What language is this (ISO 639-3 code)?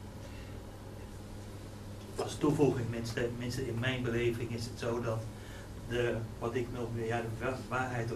nld